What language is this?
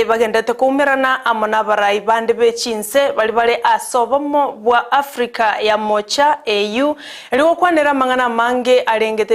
Gusii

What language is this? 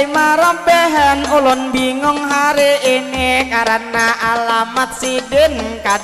Banjar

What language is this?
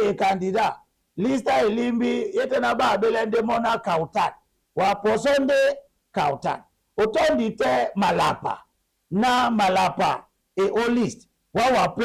Duala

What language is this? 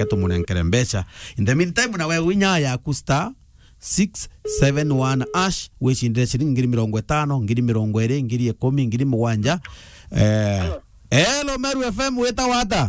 Meru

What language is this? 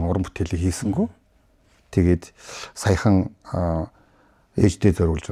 Mongolian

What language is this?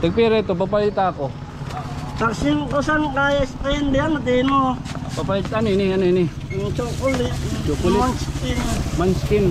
Waray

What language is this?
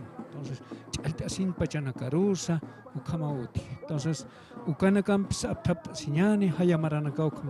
Aymara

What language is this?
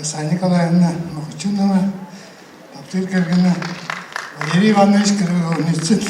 Yakut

